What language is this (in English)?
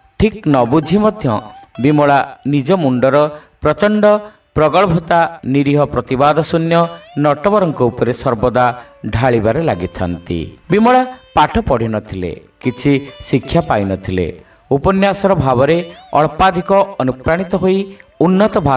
Odia